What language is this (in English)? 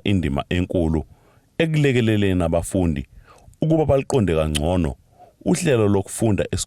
Zulu